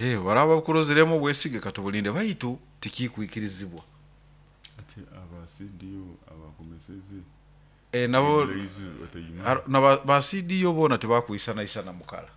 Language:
Nyoro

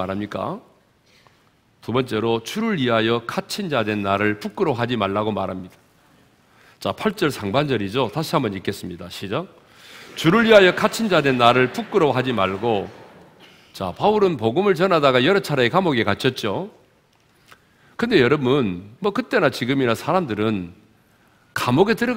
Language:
Korean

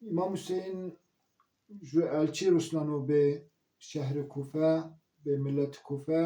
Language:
Zaza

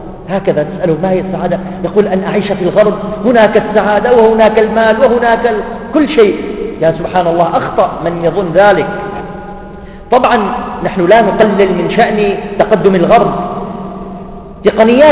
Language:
Arabic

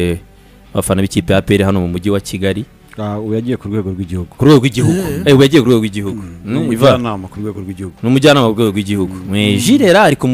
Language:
Kinyarwanda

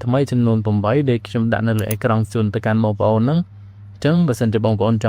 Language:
Khmer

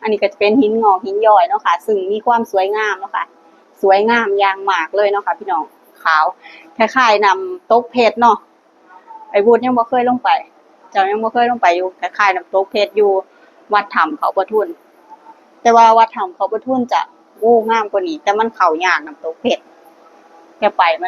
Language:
Northeastern Thai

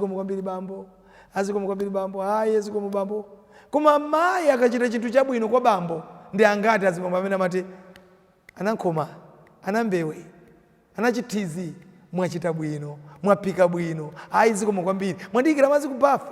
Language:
Nyanja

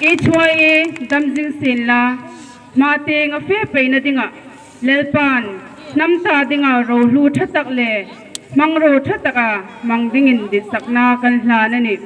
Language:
Hmar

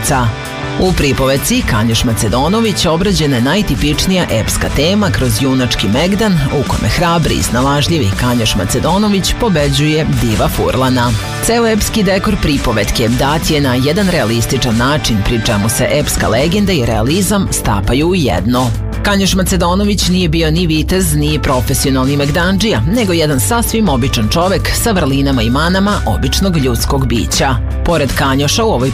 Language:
Serbian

